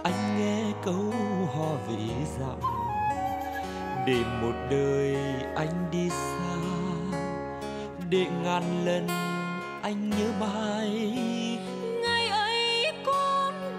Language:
Vietnamese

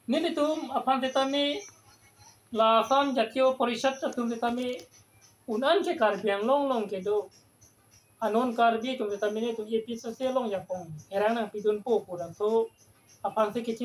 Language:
Karbi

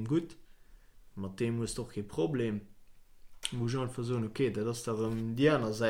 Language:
Luxembourgish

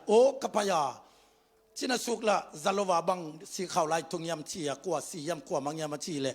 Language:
Tedim Chin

